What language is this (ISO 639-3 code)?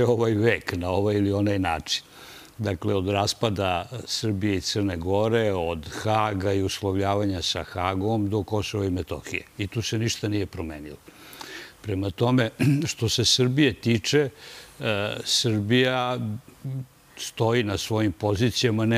srp